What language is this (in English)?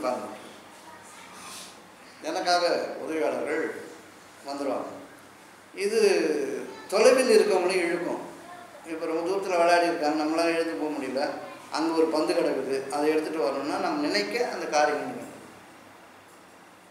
Tamil